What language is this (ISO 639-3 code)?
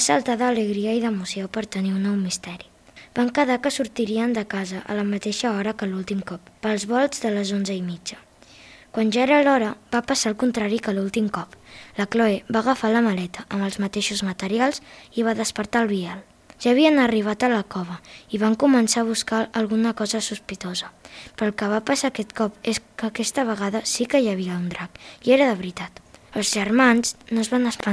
cat